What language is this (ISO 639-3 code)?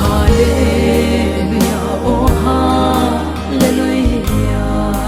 hmr